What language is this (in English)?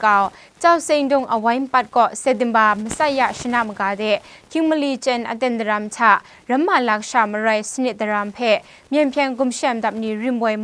Kachin